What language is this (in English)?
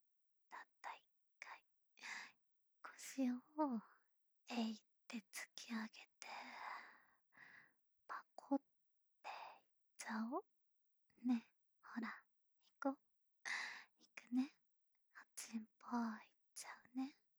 Japanese